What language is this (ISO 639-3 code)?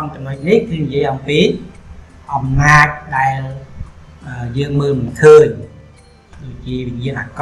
khm